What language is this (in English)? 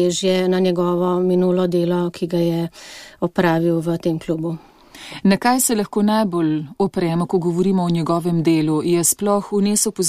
Slovenian